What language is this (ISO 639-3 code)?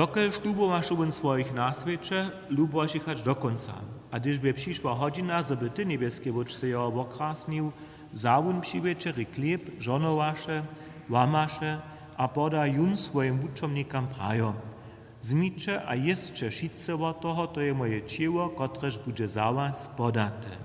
hsb